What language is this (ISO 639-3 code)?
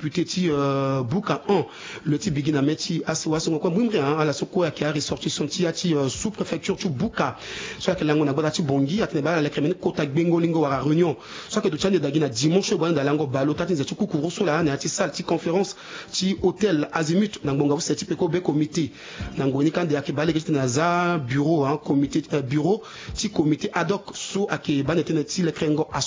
sag